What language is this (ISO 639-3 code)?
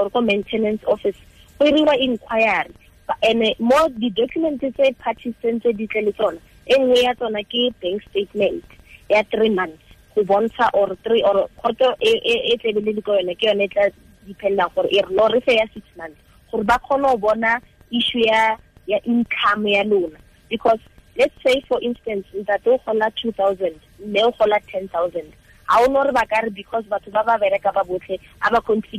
tsn